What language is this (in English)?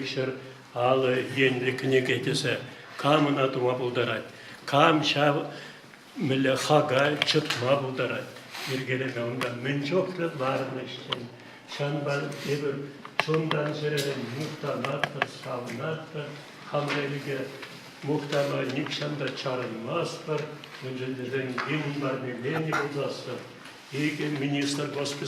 Chuvash